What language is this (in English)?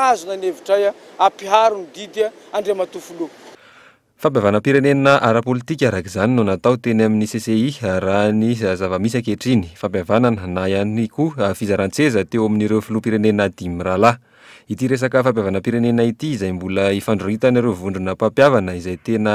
Malagasy